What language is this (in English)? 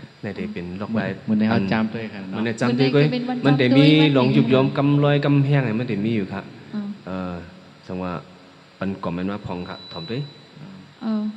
Shan